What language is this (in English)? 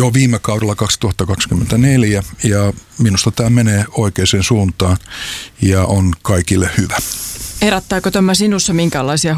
Finnish